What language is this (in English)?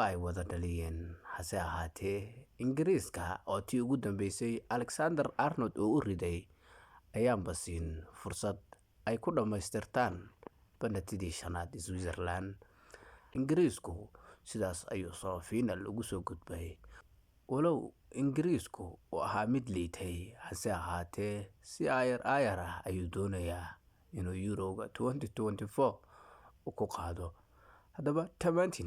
Somali